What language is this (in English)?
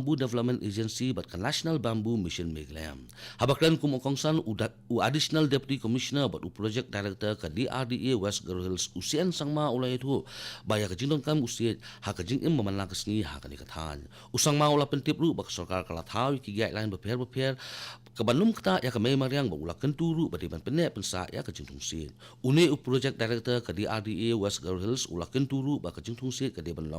Khasi